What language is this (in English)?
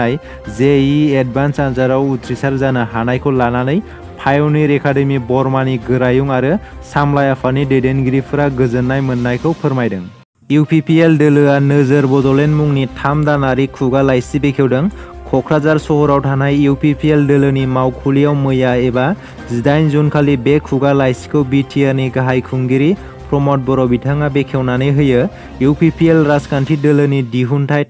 Bodo